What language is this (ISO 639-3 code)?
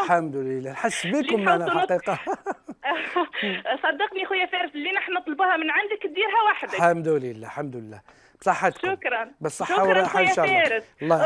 arq